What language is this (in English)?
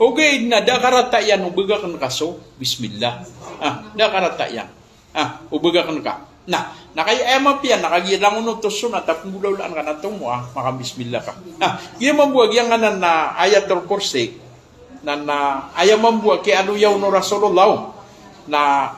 Maranao